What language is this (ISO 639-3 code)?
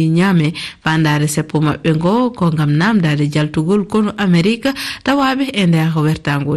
ful